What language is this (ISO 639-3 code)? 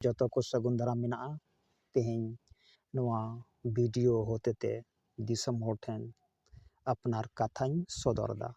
sat